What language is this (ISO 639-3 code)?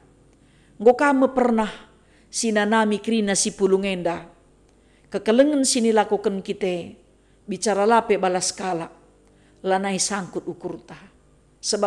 btx